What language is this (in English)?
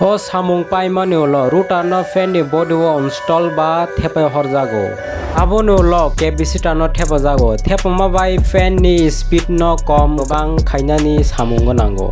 Kok Borok